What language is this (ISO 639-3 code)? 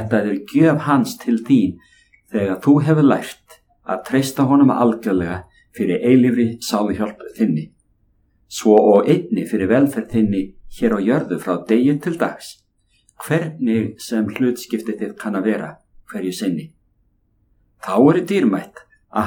isl